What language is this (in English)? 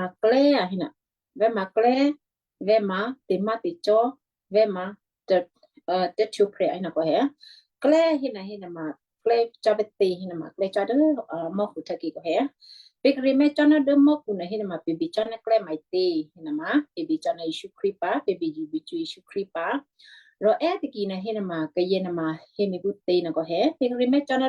Western Kayah